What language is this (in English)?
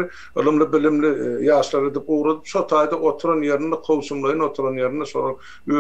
Turkmen